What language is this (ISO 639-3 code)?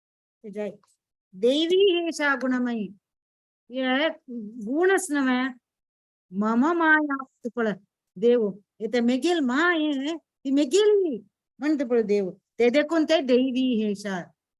kok